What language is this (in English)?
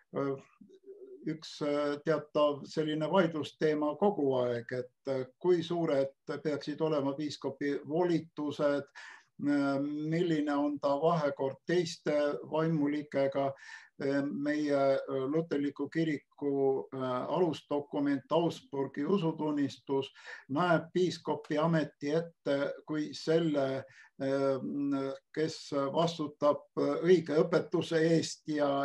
Estonian